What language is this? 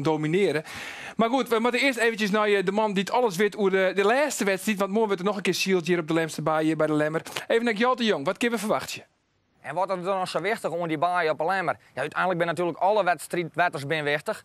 Western Frisian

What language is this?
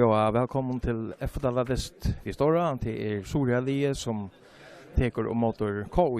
Faroese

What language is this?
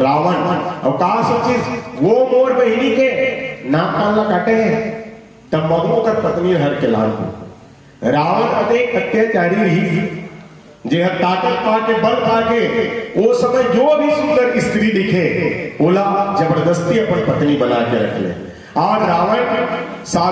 Chhattisgarhi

